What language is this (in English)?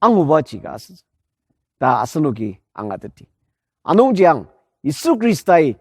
Ao Naga